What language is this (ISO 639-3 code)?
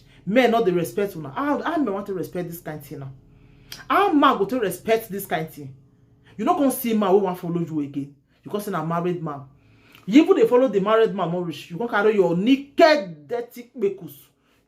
pcm